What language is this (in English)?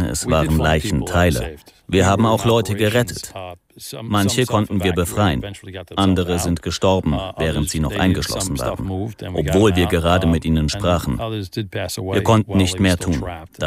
German